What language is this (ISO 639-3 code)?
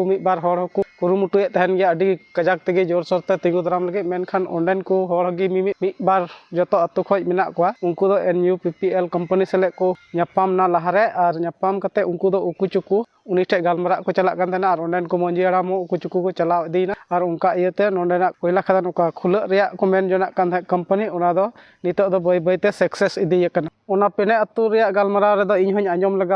sat